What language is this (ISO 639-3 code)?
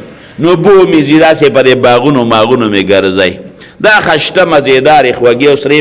pus